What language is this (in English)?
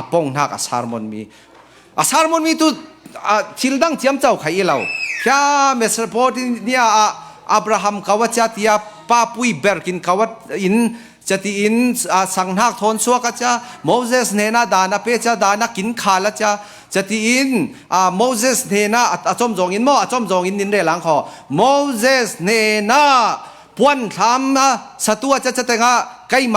Falam Chin